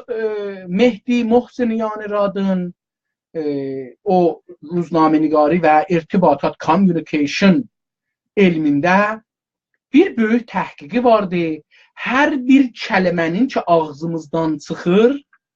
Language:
South Azerbaijani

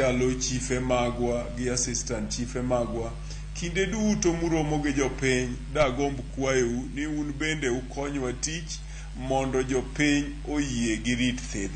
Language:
Luo (Kenya and Tanzania)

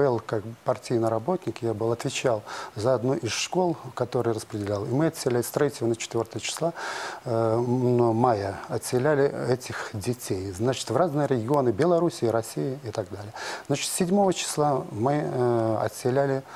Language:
Russian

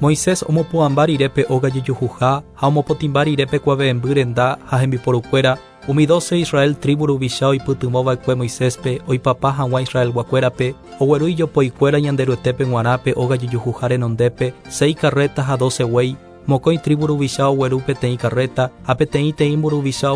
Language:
Guarani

